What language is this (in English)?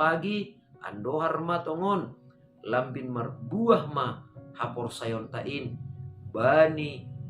Batak Simalungun